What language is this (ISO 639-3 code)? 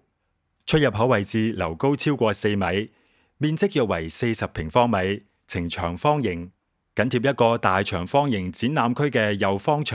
yue